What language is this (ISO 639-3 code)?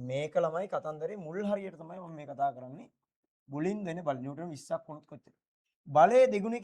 sin